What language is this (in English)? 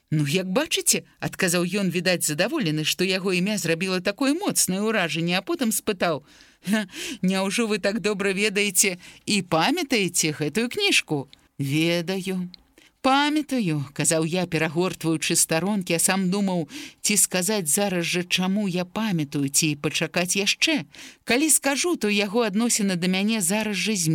Belarusian